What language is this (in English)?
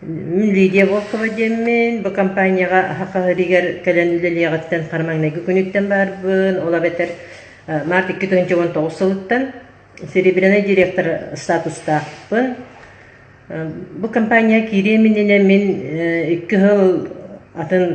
Yakut